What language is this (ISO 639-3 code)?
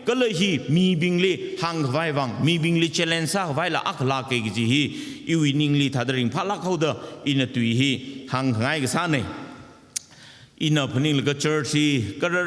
nmf